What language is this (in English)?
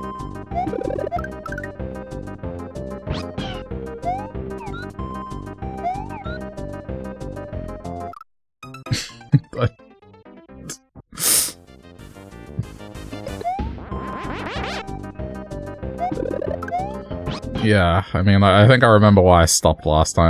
English